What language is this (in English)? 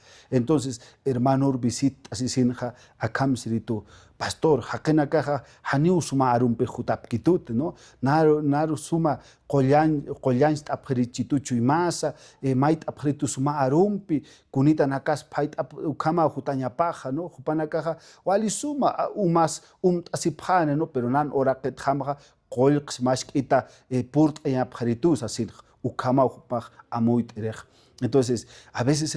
Aymara